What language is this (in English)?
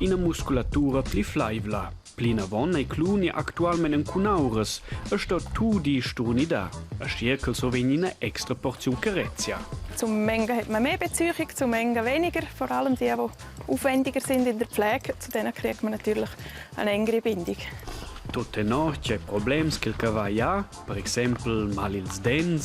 Romansh